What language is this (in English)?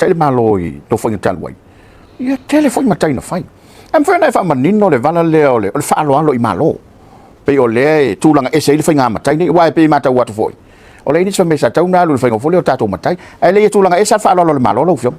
Samoan